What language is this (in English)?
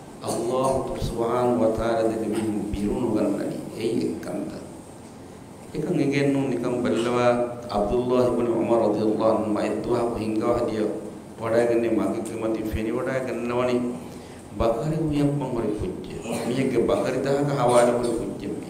Divehi